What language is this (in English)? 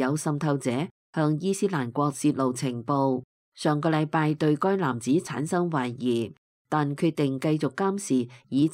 Cantonese